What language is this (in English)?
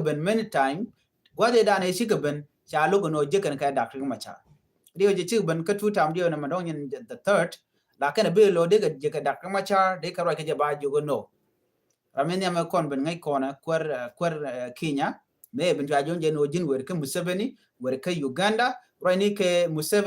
Nuer